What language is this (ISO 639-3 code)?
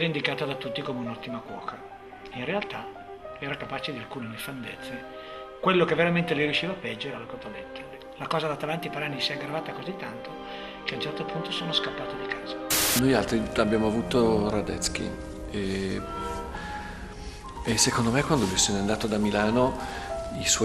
ita